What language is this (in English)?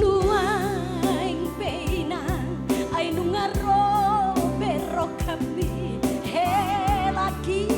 Batak Toba